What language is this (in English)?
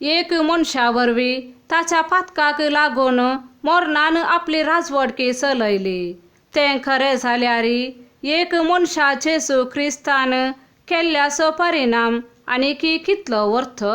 Konkani